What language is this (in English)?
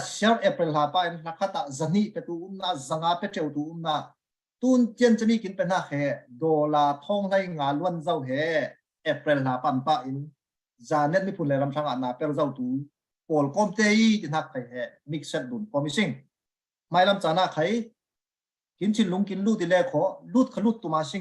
Falam Chin